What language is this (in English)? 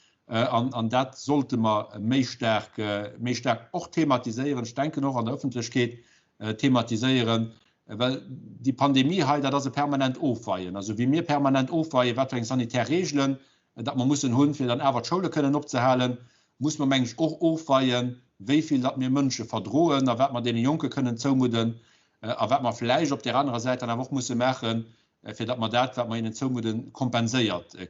Luxembourgish